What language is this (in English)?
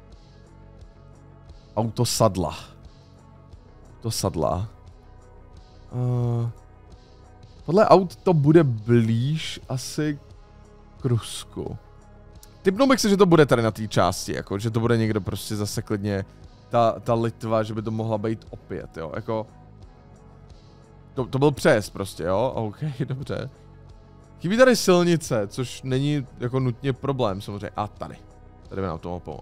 Czech